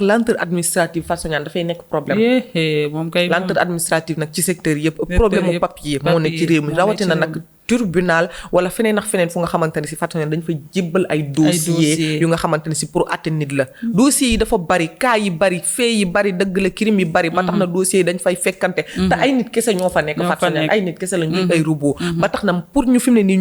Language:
Wolof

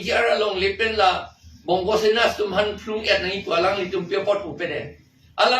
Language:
Karbi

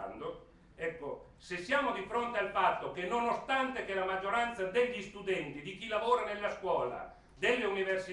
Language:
Italian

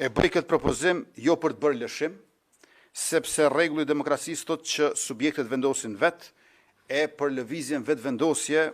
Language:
Albanian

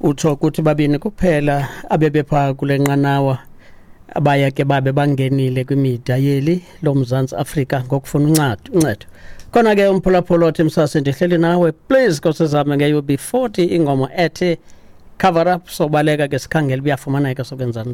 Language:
Xhosa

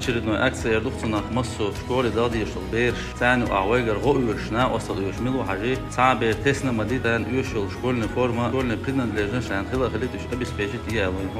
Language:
Chechen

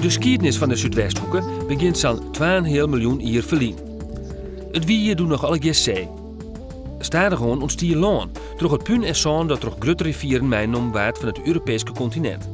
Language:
Western Frisian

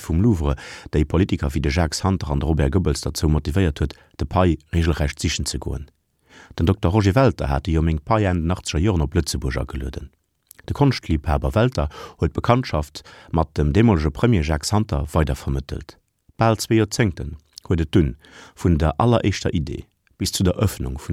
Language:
Luxembourgish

